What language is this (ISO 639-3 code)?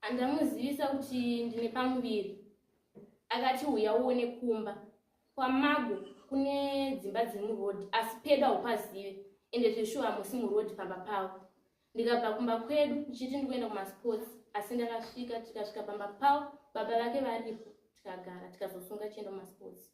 sna